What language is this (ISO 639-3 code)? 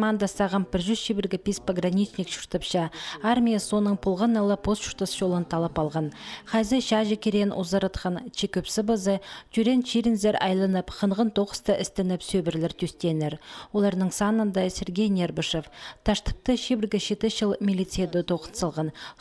kjh